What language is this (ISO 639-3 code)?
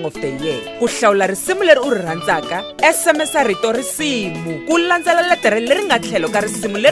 tso